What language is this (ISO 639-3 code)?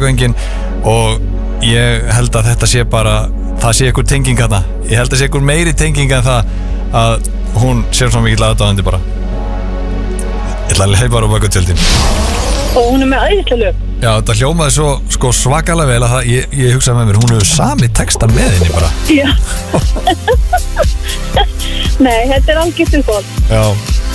isl